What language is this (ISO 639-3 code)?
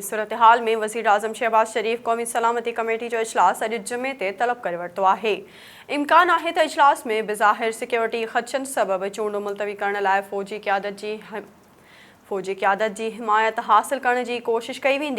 snd